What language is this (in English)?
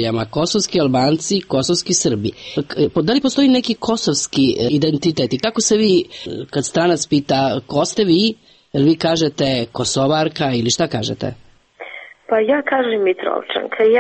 Serbian